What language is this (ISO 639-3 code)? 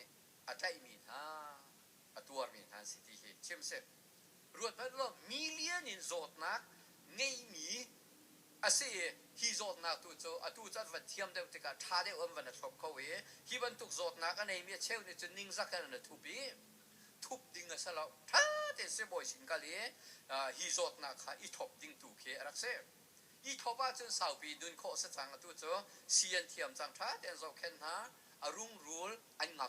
cnh